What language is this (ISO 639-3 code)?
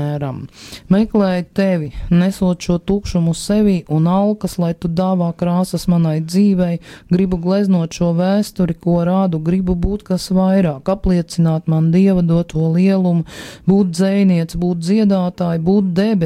lav